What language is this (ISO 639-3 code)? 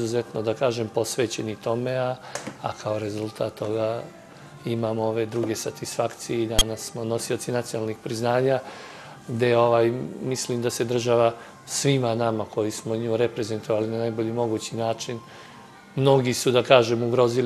srp